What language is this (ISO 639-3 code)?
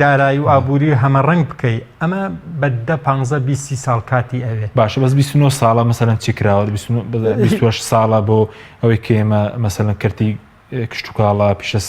ckb